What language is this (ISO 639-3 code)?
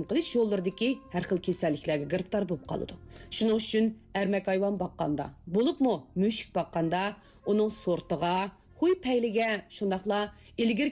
uig